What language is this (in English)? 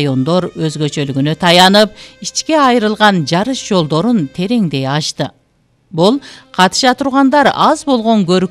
Kyrgyz